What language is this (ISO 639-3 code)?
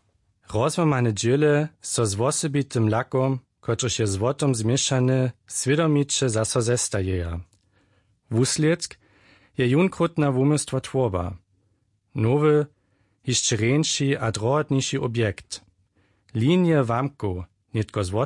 hsb